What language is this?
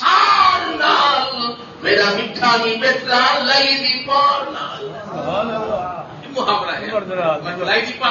Saraiki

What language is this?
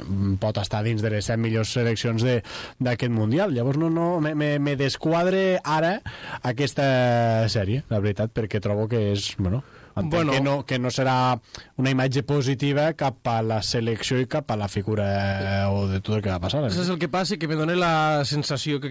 Catalan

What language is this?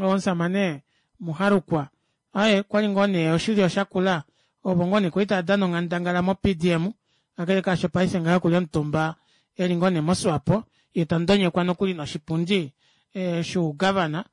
Kuanyama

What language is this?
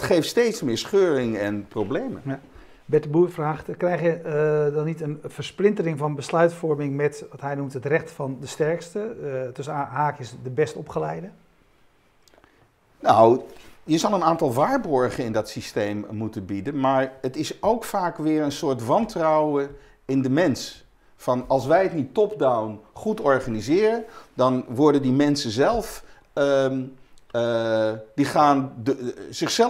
Dutch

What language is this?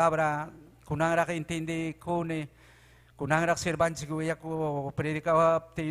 Ayacucho Quechua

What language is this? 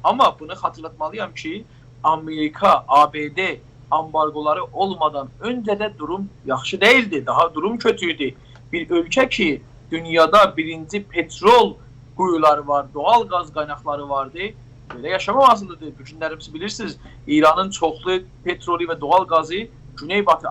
South Azerbaijani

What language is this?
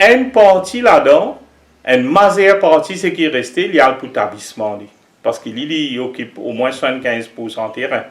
Morisyen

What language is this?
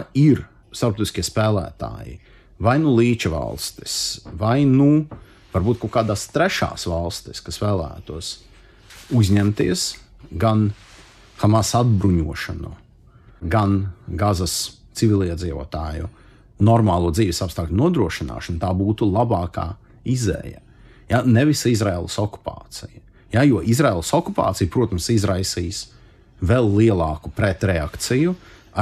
Latvian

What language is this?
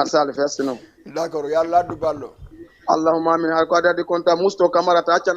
Fula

